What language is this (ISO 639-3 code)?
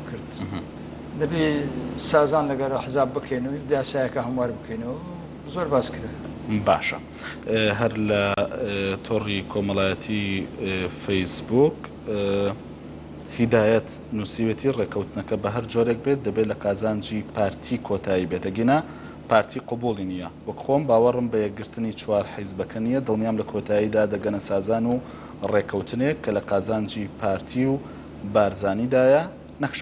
ckb